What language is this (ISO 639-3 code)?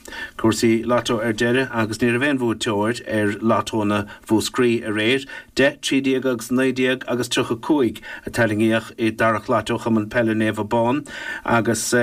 gle